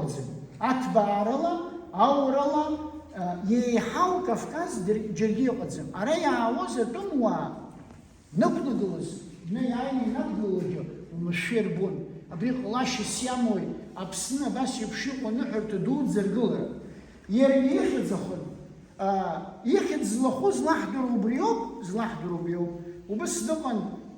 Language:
Abkhazian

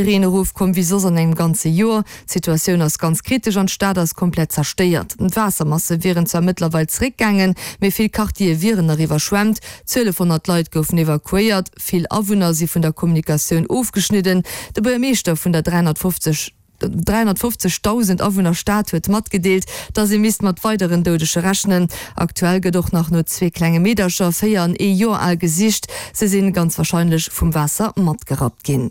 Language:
Luxembourgish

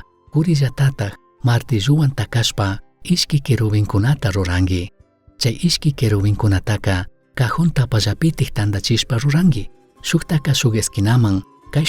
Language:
Chimborazo Highland Quichua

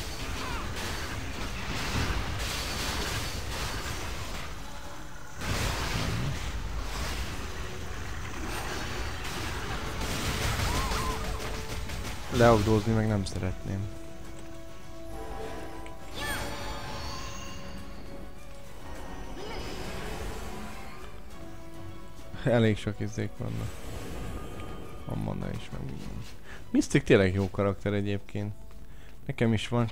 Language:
Hungarian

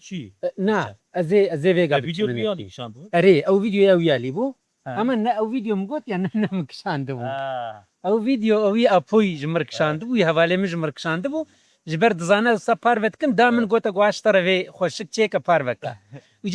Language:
Kurdish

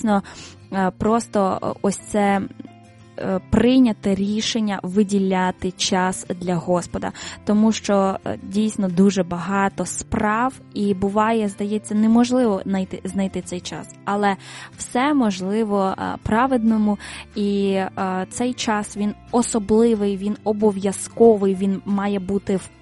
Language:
Ukrainian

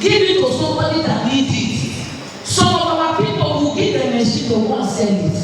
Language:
Nigerian Pidgin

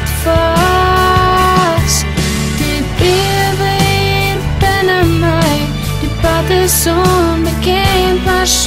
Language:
Afrikaans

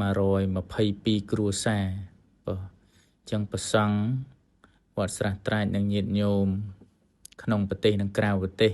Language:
Khmer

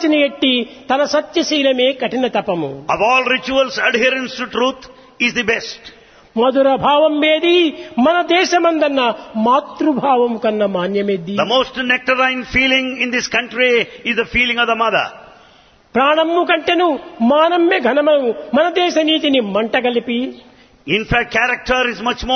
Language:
Telugu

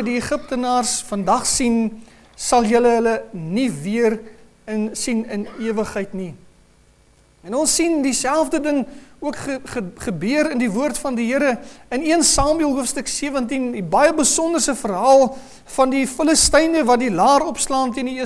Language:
Afrikaans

